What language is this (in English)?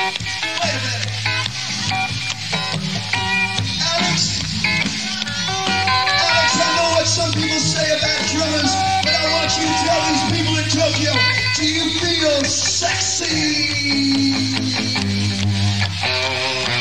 English